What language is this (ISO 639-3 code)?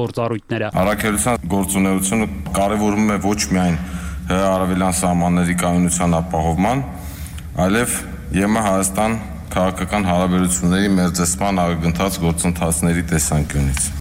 hye